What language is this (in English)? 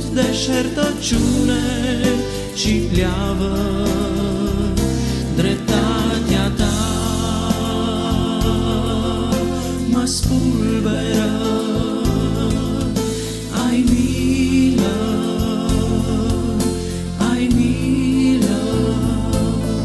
Romanian